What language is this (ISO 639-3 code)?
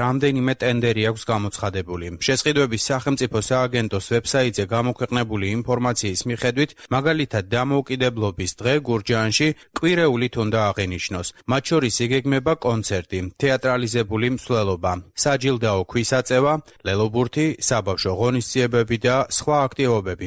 kat